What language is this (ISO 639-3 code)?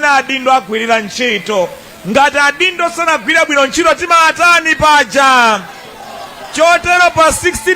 nya